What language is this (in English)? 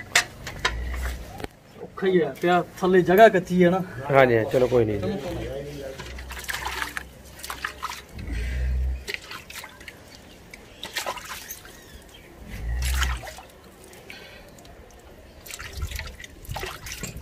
Punjabi